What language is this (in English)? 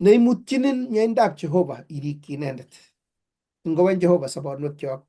Kalenjin